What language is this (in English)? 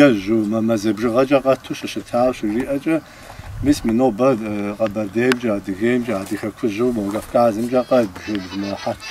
Kabardian